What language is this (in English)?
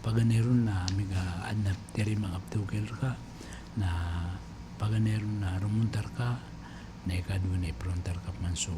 Maranao